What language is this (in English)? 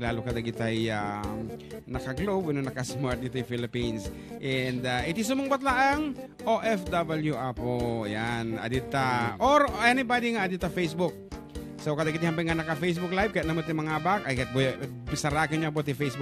Iloko